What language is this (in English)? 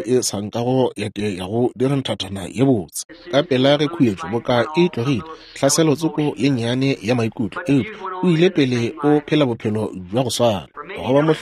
Northern Sotho